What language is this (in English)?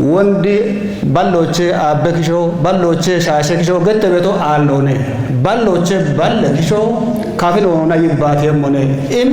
Kafa